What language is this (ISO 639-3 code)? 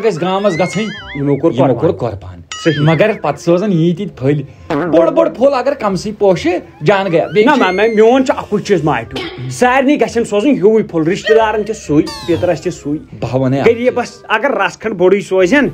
kas